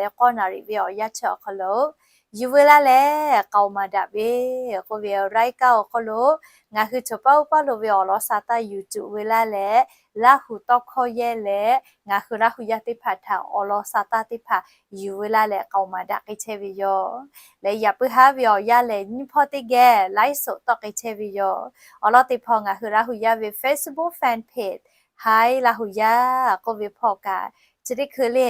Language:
Lahu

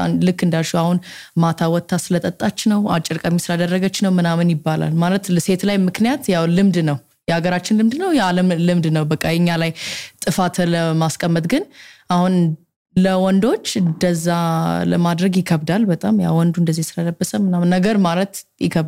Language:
Amharic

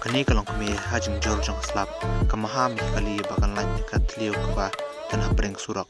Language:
Khasi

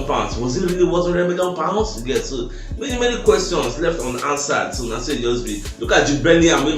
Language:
Nigerian Pidgin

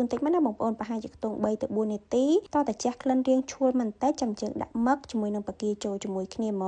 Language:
Khmer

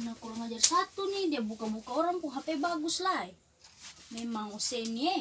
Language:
Ambonese Malay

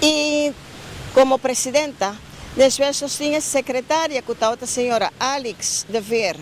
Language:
Papiamento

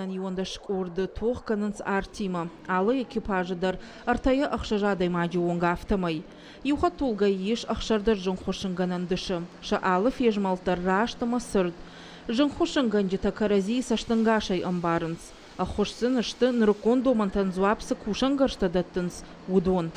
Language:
Ossetic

